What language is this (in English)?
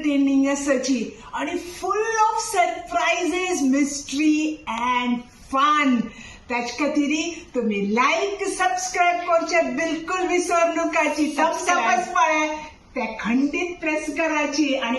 Konkani